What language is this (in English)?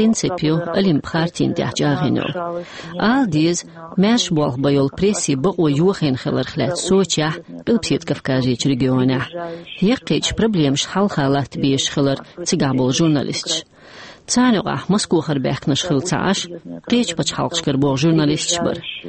Chechen